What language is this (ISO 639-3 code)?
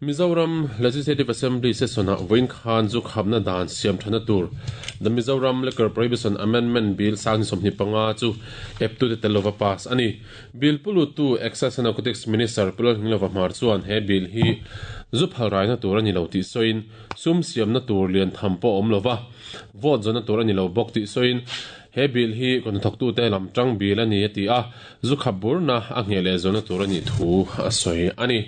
lus